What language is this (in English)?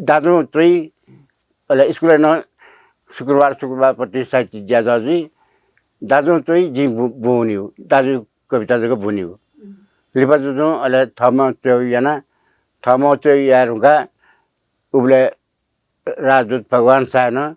Newari